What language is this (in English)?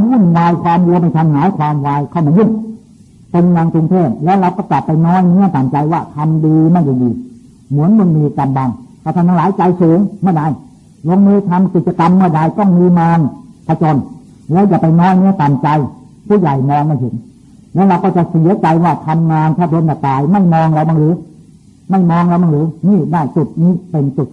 Thai